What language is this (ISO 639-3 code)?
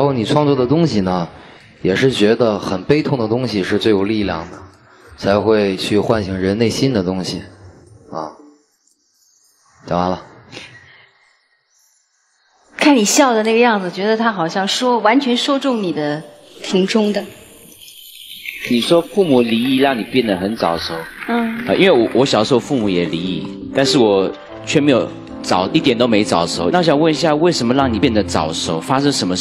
zho